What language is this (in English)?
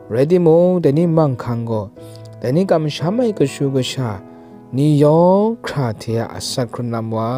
Kachin